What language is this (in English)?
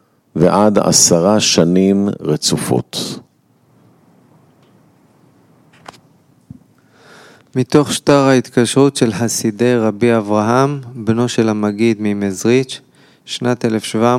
Hebrew